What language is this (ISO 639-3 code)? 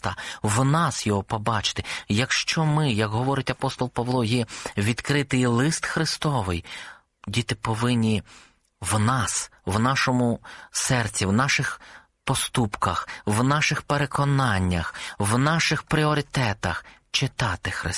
ukr